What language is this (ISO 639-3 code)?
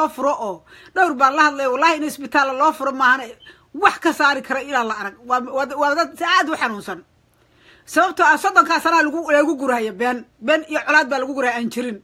som